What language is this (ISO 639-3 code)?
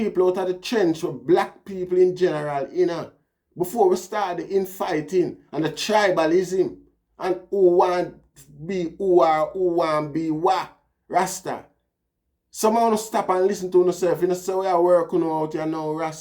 jam